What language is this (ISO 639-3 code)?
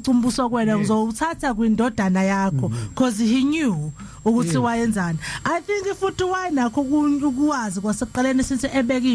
zul